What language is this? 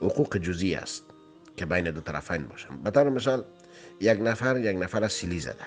Persian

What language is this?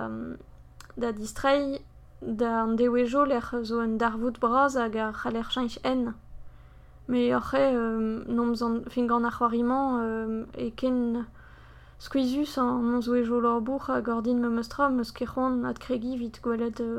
Breton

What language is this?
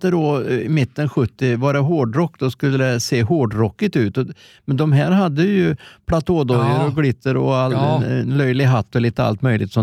Swedish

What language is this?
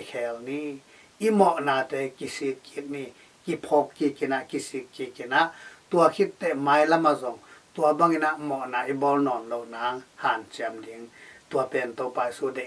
Tedim Chin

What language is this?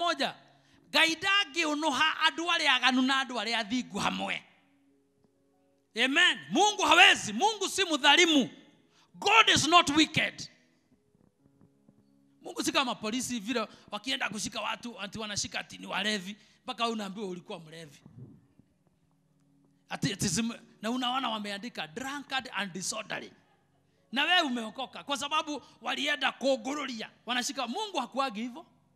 Swahili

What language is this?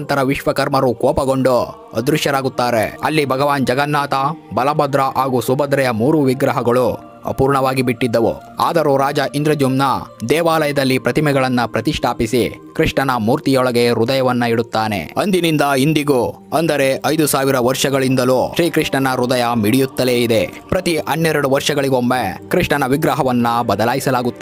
Kannada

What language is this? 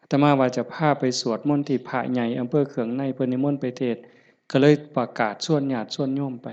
Northeastern Thai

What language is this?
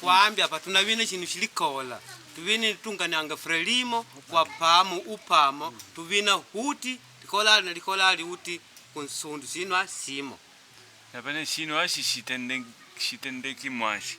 Makonde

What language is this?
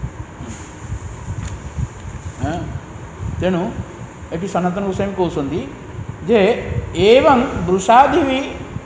Odia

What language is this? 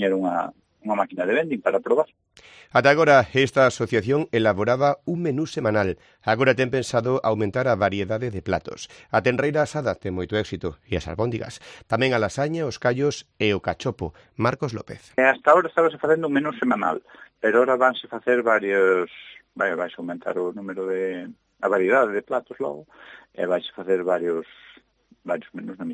Galician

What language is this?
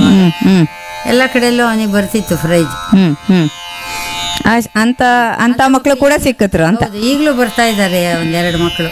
Kannada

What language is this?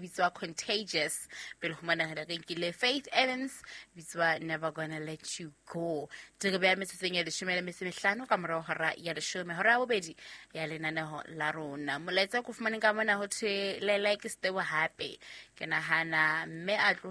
Southern Sotho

